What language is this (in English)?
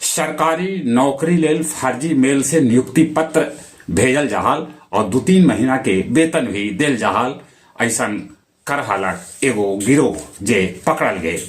Magahi